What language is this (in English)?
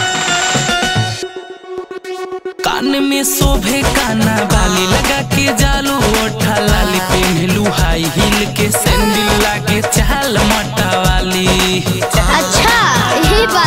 Bhojpuri